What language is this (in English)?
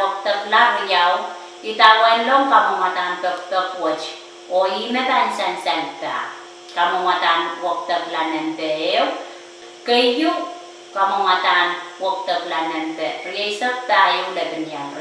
Pohnpeian